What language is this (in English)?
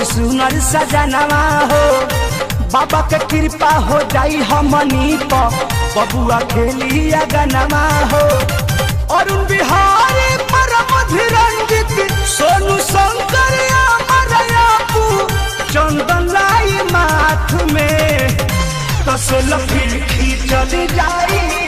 Bhojpuri